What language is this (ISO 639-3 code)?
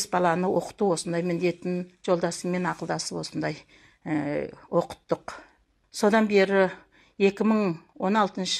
kaz